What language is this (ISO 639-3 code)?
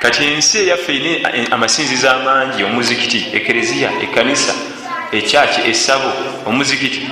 lug